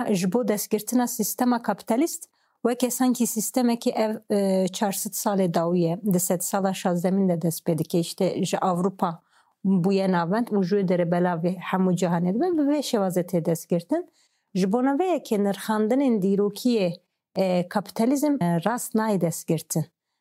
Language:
Kurdish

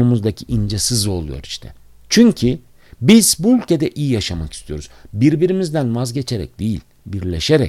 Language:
Turkish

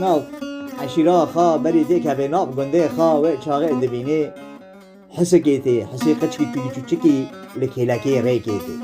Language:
Kurdish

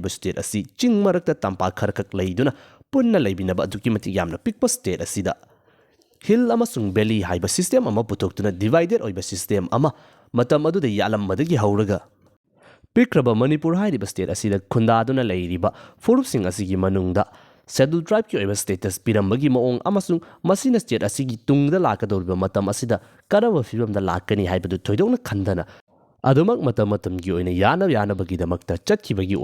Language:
Manipuri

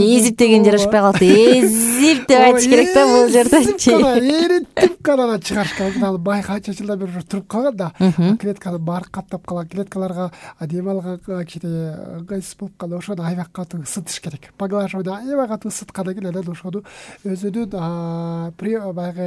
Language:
Kyrgyz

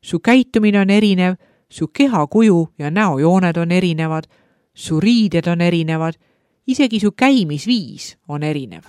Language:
Estonian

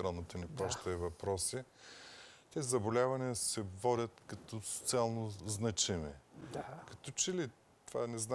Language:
Bulgarian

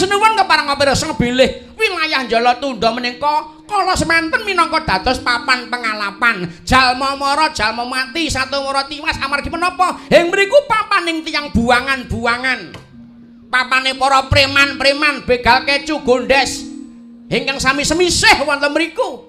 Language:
Javanese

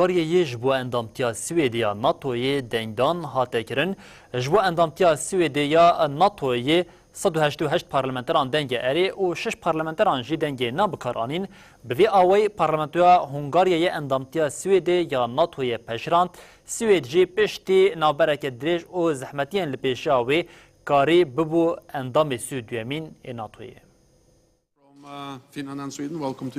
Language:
Kurdish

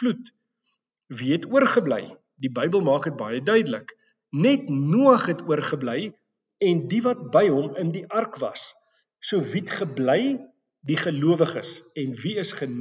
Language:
Afrikaans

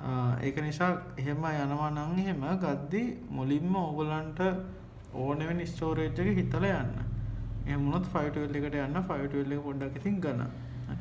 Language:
Sinhala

